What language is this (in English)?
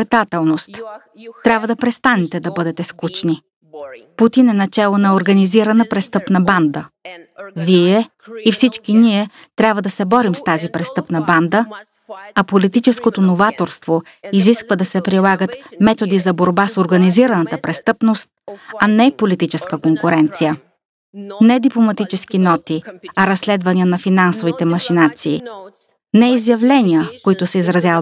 Bulgarian